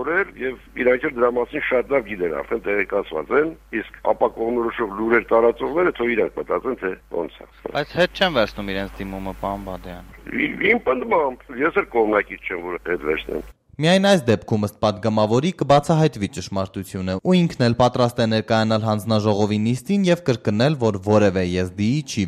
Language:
Armenian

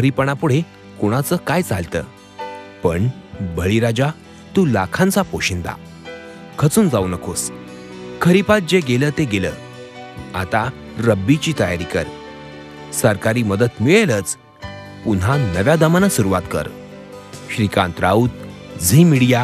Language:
Marathi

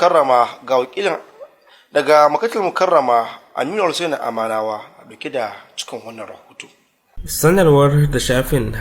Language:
Hausa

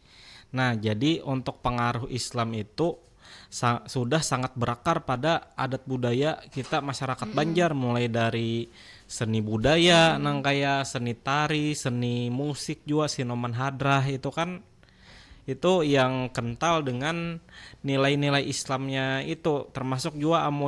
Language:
Banjar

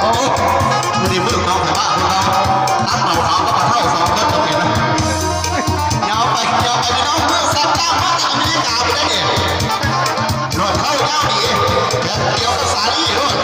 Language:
Lao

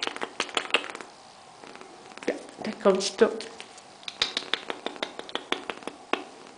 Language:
German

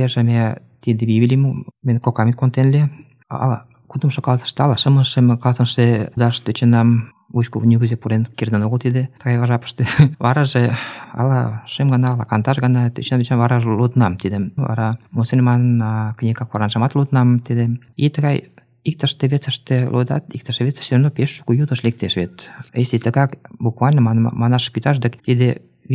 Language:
Mari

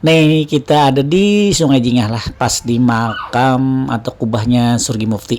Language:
Banjar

